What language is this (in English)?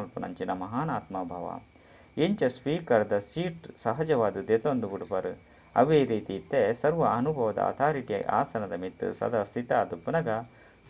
Tulu